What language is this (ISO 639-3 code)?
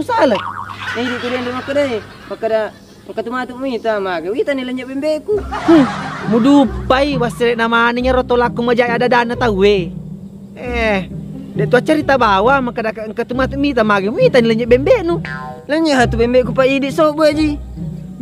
bug